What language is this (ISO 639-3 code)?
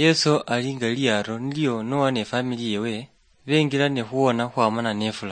luy